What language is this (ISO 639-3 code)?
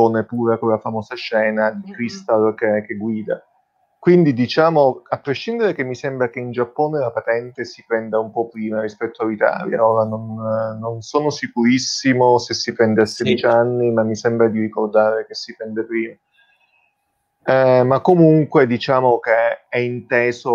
ita